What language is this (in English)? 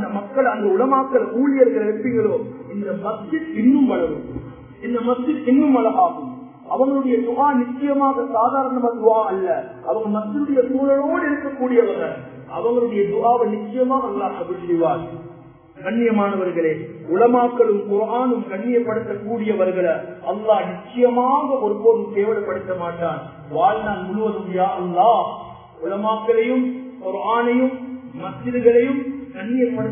Tamil